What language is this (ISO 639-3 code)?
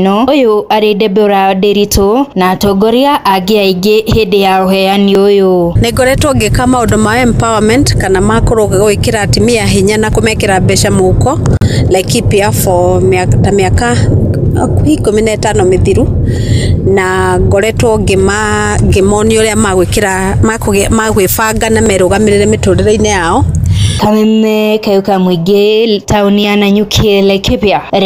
kik